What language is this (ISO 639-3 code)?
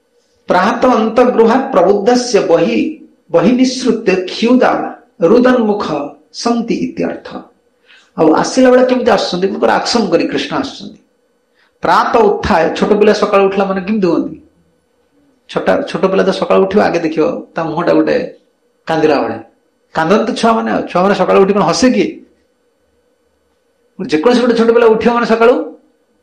ori